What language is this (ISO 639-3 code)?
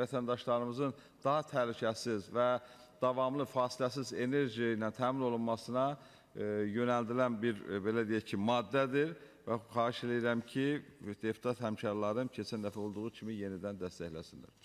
aze